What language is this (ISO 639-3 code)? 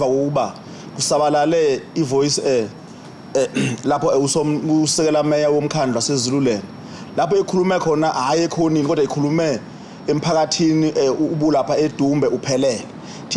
zul